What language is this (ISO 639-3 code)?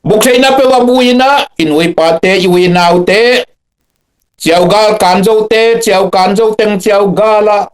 ctd